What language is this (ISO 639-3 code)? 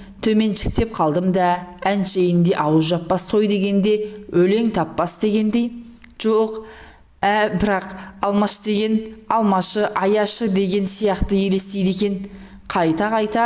kaz